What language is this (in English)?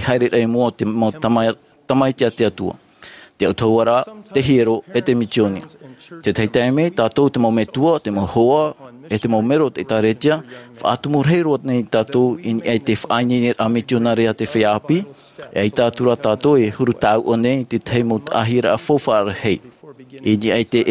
Tahitian